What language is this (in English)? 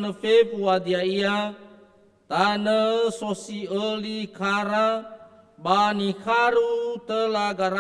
Nias